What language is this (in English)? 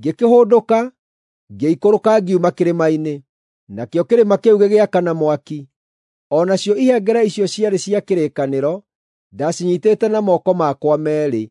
Kikuyu